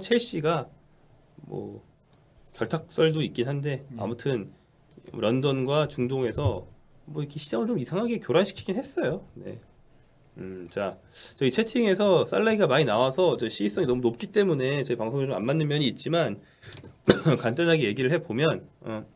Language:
Korean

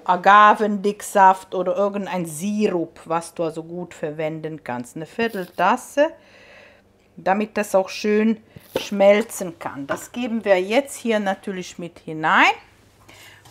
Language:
German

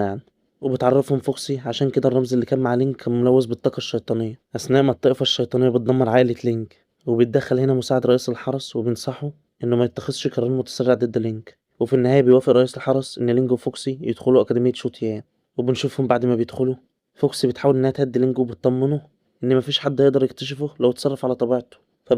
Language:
Egyptian Arabic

